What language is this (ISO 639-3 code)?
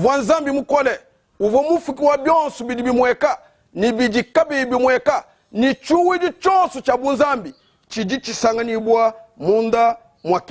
lua